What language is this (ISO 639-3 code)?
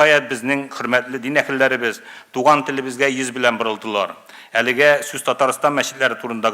tat